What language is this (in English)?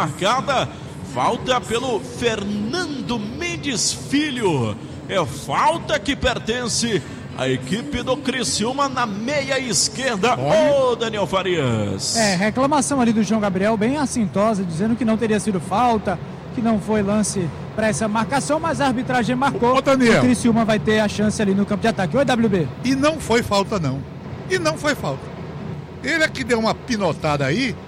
Portuguese